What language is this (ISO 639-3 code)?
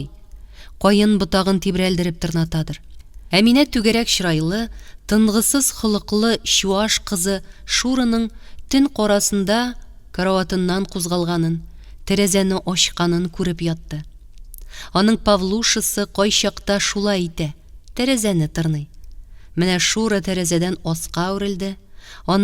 tat